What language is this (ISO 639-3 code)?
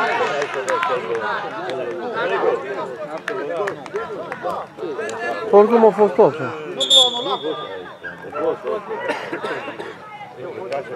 ron